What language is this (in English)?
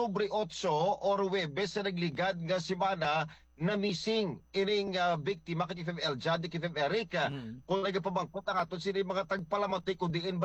Hiligaynon